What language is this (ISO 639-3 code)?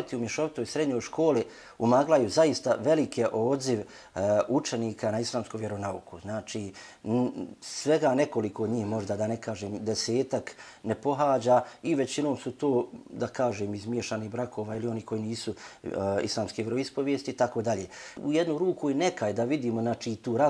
bos